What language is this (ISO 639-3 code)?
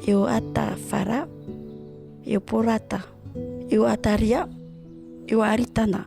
tah